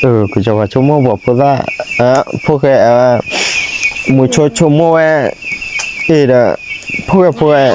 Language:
S'gaw Karen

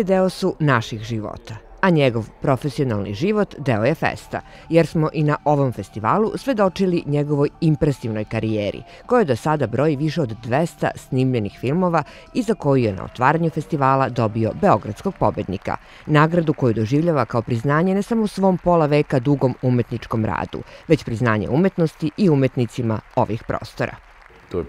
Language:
Serbian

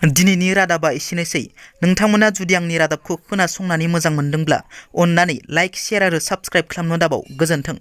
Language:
Bodo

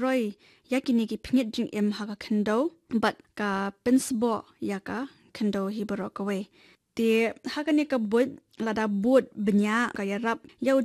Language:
Khasi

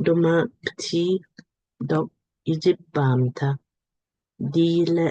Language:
Lamkang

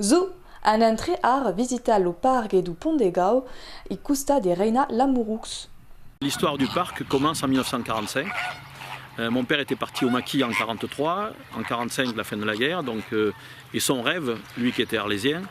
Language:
Occitan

